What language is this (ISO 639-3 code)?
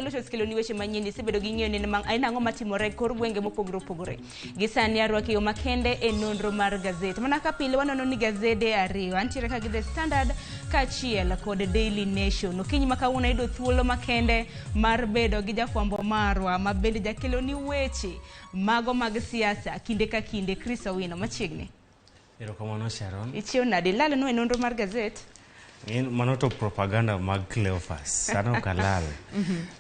luo